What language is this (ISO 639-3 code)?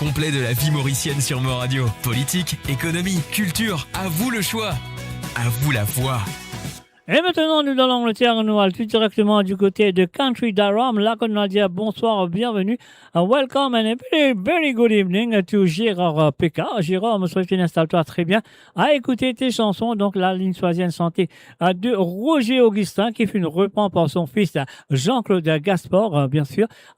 mfe